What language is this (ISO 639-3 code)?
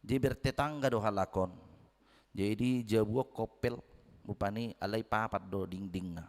bbc